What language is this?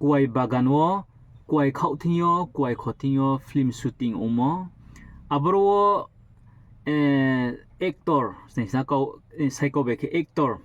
Riang (India)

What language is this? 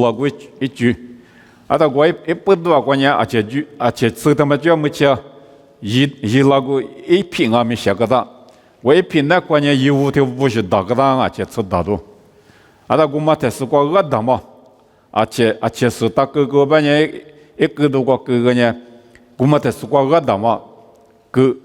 Lisu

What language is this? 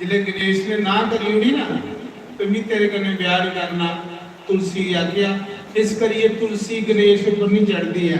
Dogri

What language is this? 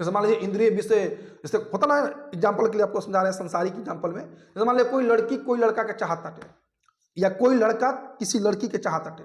Bhojpuri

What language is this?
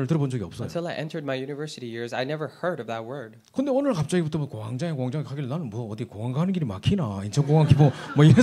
Korean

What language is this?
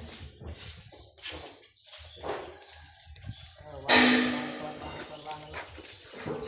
Northeastern Thai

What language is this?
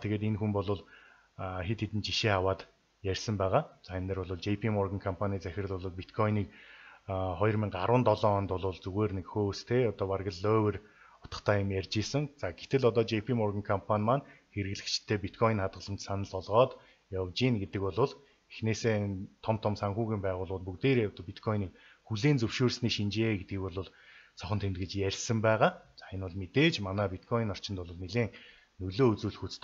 Mongolian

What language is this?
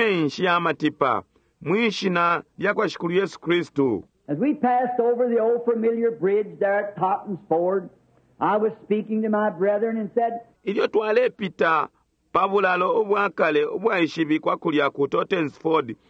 Bemba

